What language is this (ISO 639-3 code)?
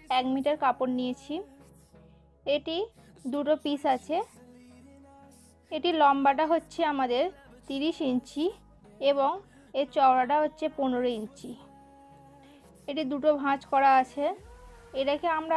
ben